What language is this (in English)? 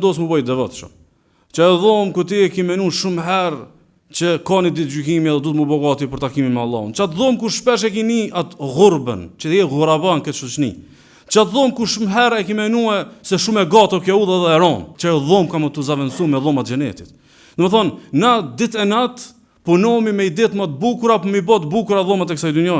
Albanian